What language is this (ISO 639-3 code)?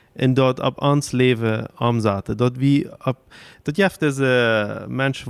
pdt